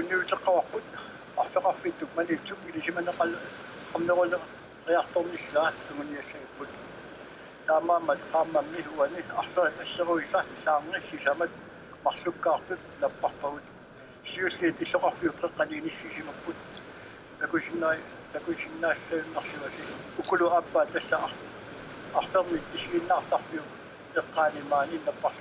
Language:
Kalaallisut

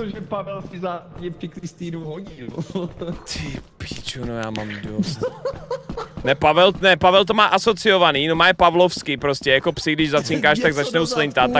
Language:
Czech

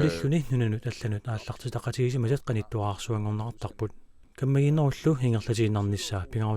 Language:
Kalaallisut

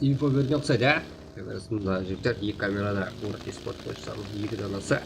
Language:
Kara-Kalpak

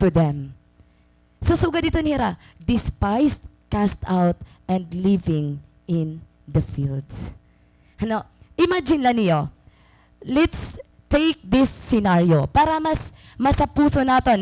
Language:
Waray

